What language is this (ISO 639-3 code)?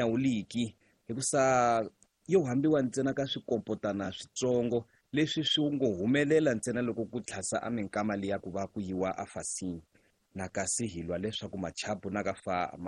tso